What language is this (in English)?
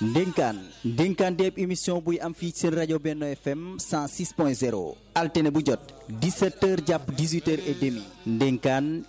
Wolof